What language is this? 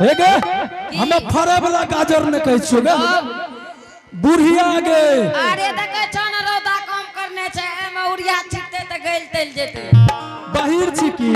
Angika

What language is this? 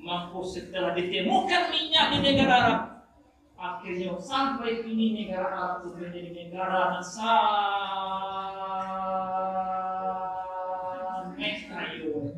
Minangkabau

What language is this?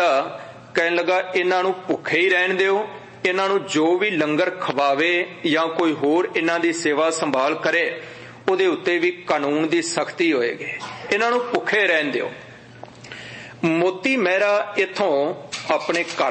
Punjabi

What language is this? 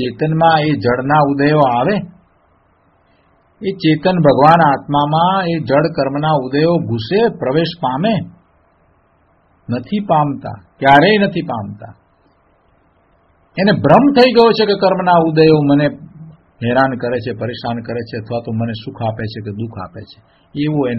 Gujarati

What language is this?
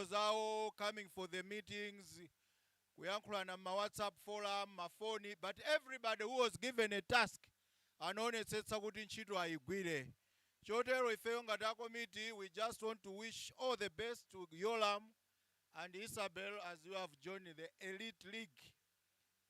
Nyanja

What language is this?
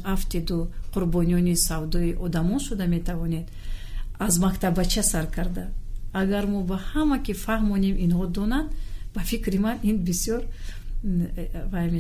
Tajik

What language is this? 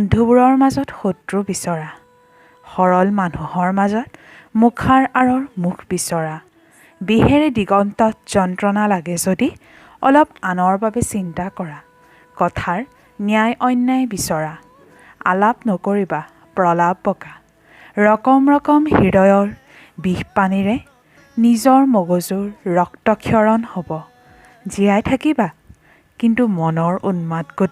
Assamese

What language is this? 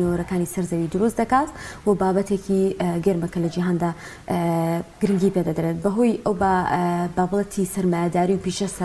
Central Kurdish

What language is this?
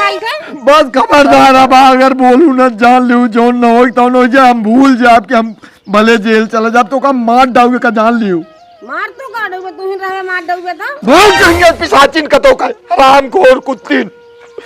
Awadhi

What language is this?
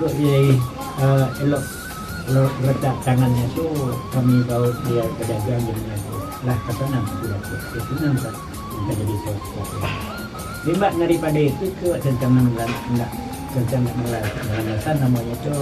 Minangkabau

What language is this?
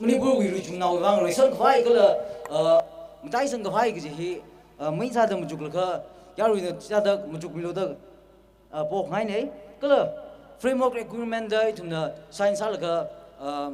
Tangkhul Naga (India)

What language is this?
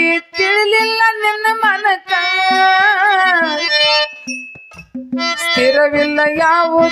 Kannada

